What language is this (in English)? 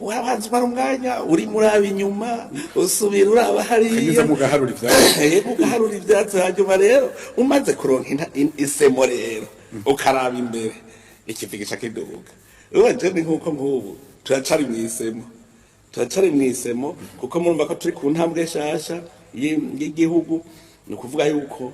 Rundi